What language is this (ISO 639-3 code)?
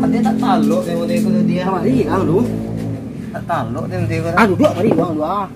min